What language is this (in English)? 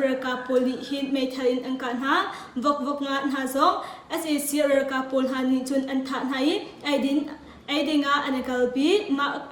Hakha Chin